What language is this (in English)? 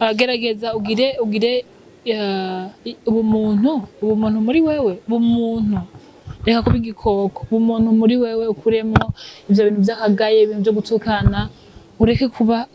Rundi